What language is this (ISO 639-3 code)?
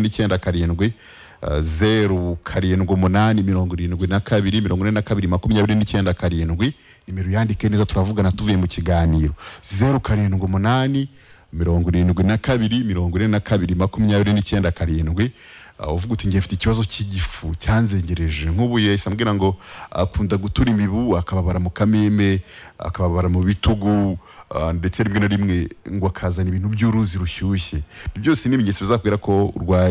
kin